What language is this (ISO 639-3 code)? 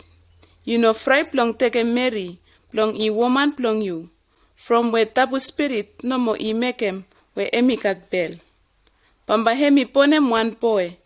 bis